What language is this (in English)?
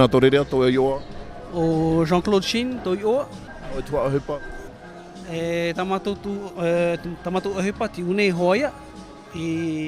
Tahitian